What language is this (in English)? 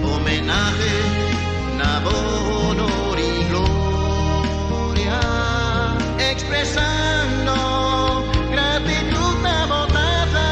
Papiamento